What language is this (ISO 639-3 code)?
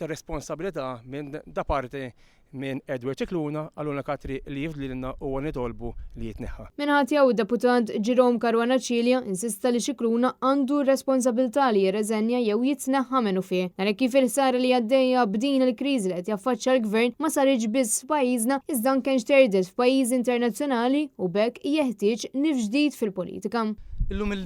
mlt